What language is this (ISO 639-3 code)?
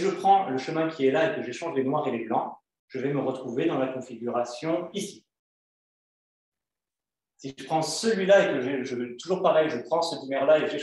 fra